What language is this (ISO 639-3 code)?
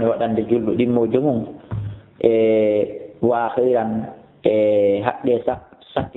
ful